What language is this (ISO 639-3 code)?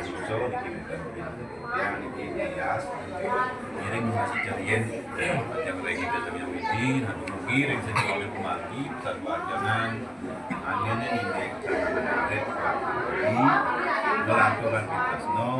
ban